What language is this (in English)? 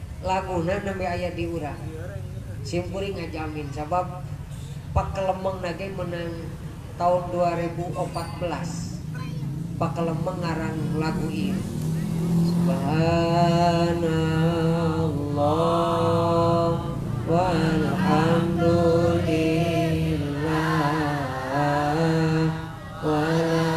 Sundanese